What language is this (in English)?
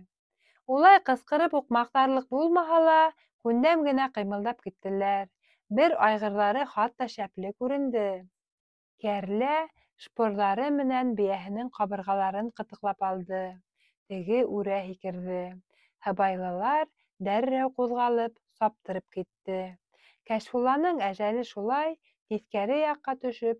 Bashkir